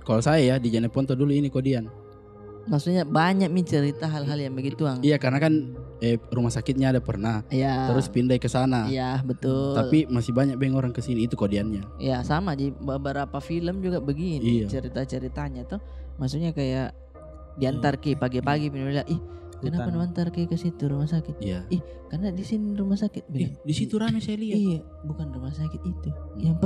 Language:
Makassar Malay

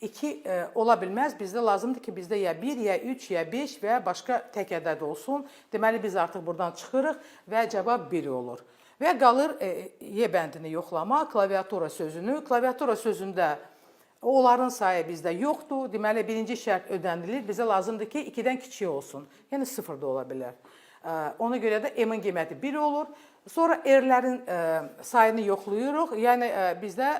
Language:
Azerbaijani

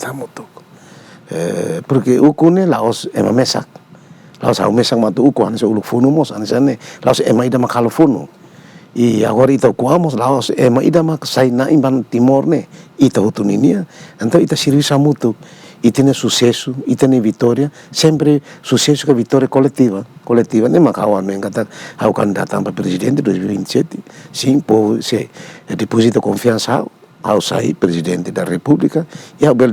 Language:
Tetum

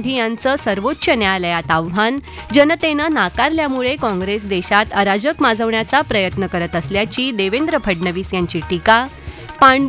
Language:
Marathi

